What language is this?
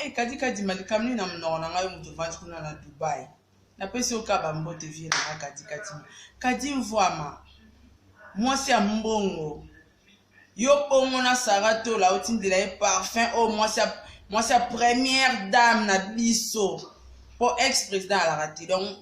Lingala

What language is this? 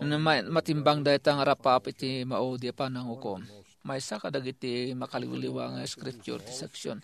Iloko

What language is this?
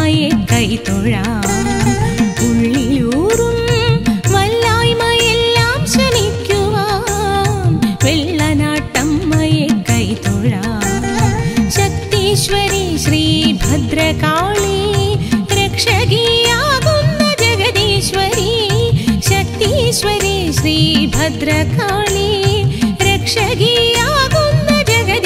Malayalam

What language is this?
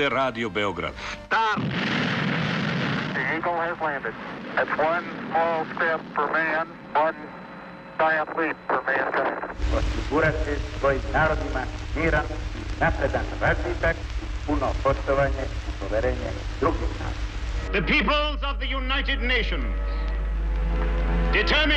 Serbian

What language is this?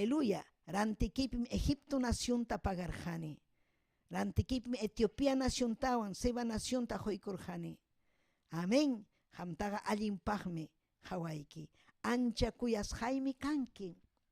Ayacucho Quechua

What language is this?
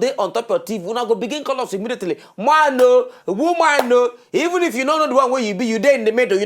Nigerian Pidgin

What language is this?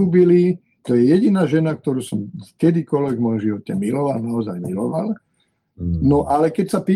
Slovak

